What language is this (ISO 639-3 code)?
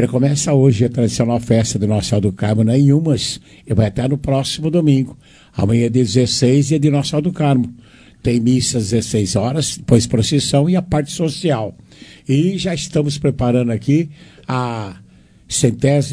por